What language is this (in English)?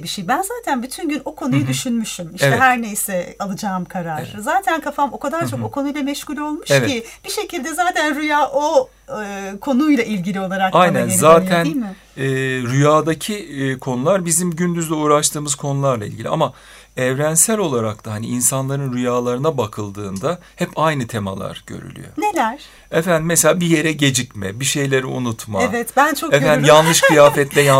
Turkish